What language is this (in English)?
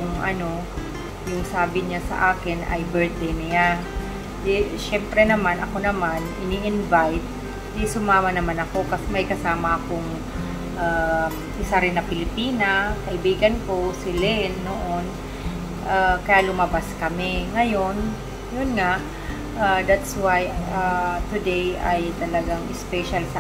Filipino